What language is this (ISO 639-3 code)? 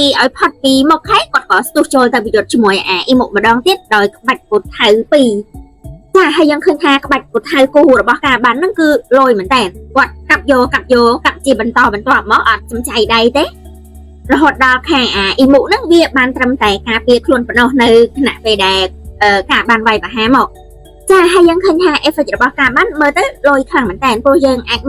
khm